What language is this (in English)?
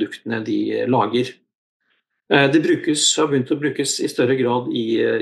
Norwegian